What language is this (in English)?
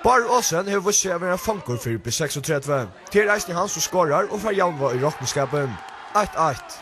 Faroese